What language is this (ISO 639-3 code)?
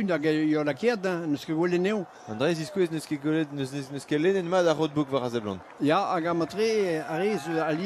bre